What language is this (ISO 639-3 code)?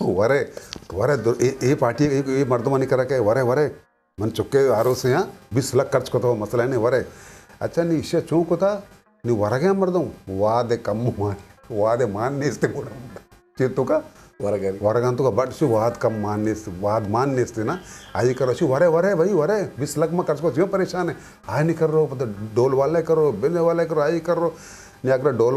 bgp